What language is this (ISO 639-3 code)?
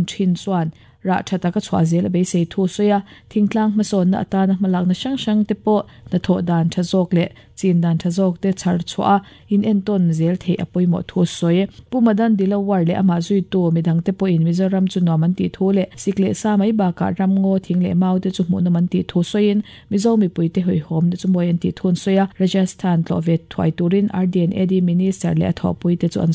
lus